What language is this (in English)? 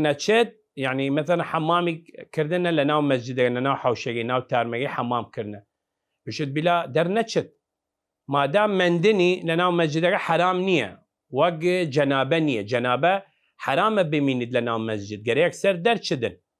Southern Kurdish